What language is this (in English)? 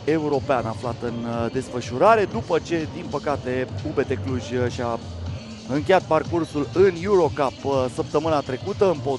Romanian